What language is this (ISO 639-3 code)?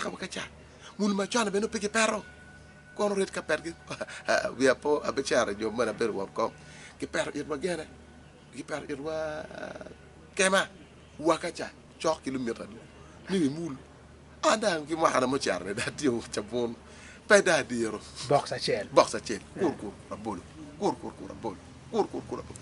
ach